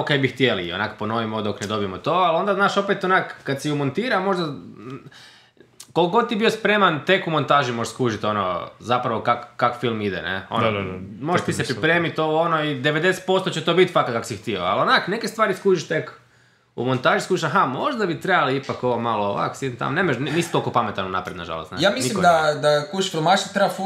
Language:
Croatian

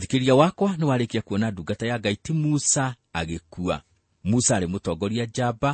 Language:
Kikuyu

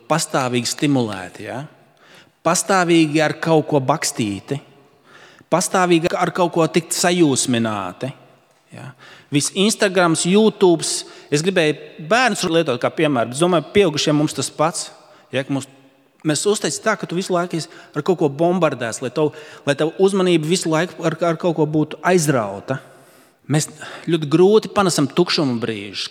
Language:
Latvian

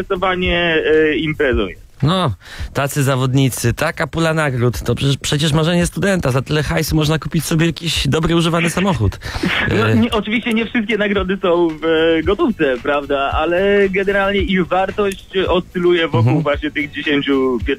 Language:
Polish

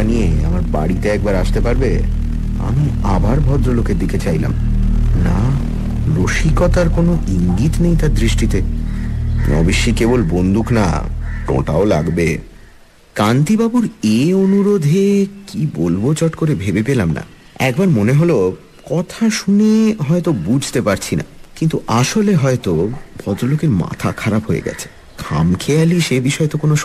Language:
Bangla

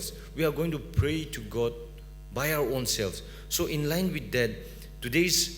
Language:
Tangkhul Naga (India)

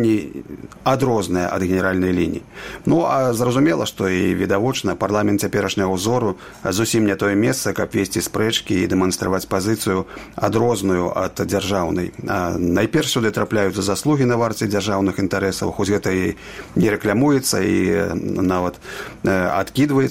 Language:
Belarusian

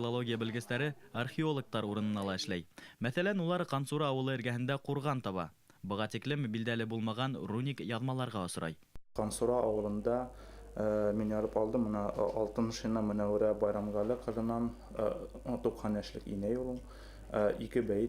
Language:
Bashkir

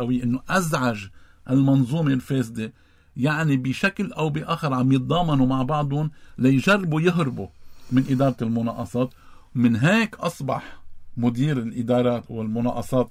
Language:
North Levantine Arabic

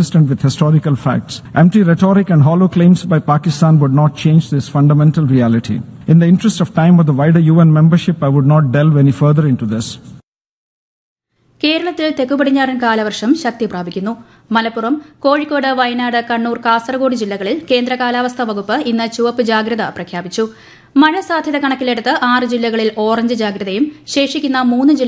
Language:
Malayalam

